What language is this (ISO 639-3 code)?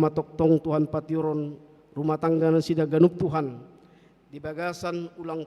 bbc